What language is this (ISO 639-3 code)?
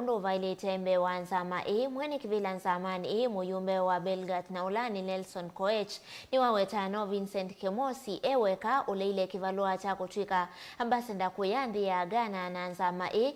kam